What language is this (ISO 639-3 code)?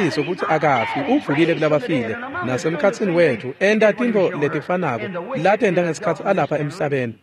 ssw